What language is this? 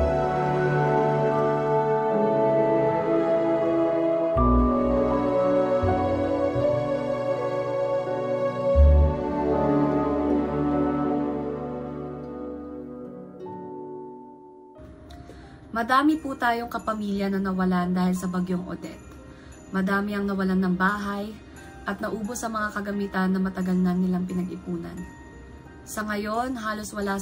Filipino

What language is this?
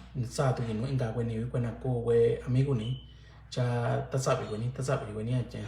Mixtepec Mixtec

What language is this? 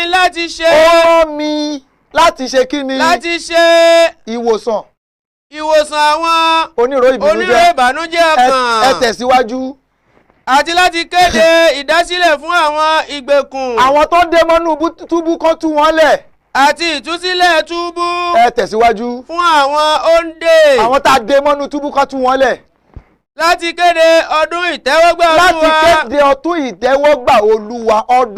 Yoruba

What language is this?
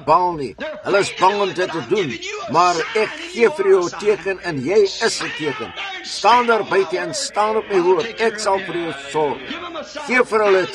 Afrikaans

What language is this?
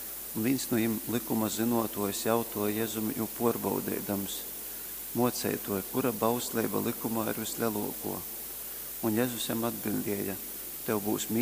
Latgalian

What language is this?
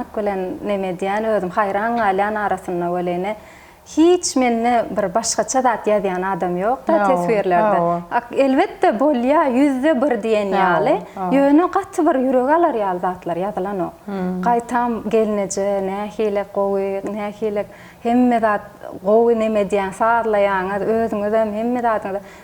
Turkmen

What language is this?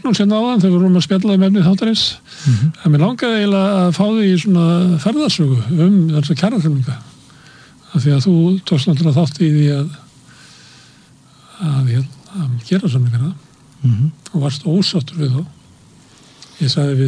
Icelandic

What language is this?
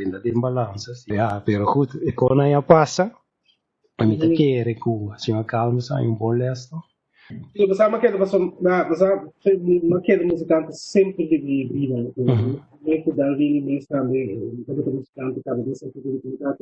Papiamento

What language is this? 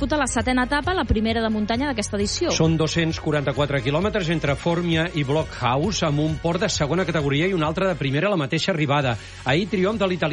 Catalan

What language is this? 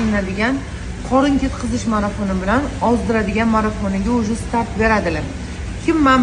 Uzbek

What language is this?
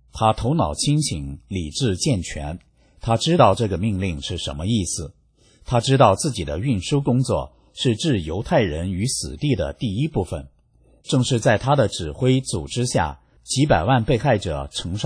Chinese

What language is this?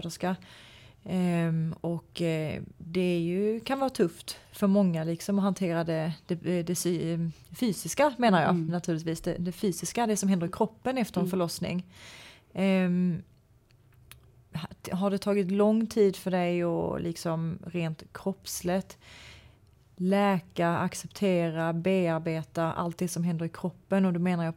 Swedish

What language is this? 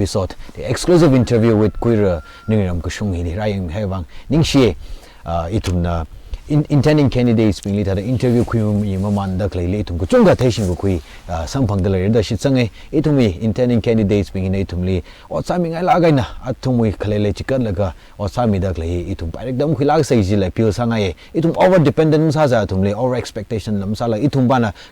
Tangkhul Naga (India)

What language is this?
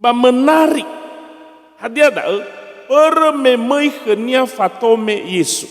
Nias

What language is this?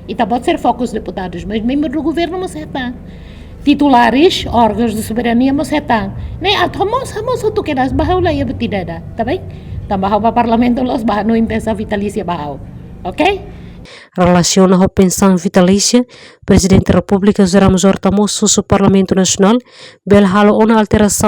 Tetum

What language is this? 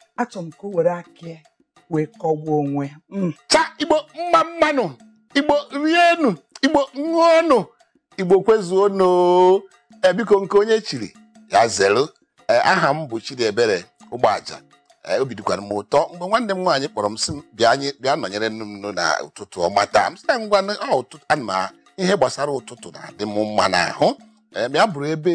Igbo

